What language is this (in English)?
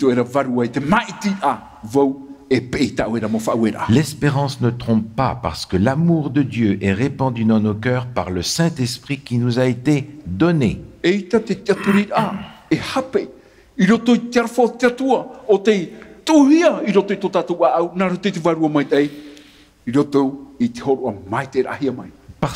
Tahitian